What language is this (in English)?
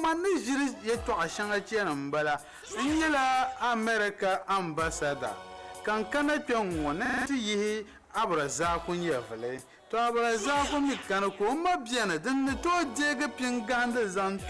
Dagbani